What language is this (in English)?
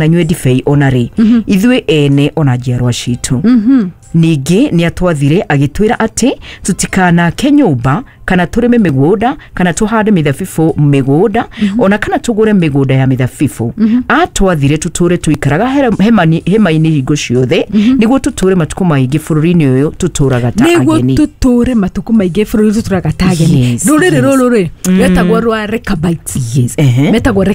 Kikuyu